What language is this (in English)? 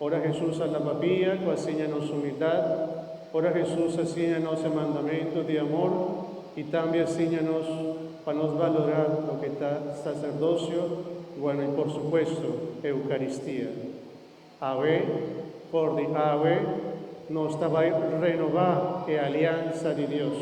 Papiamento